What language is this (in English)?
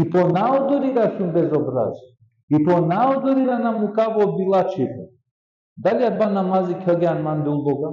Balkan Romani